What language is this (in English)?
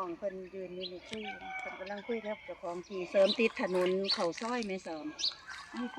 Lao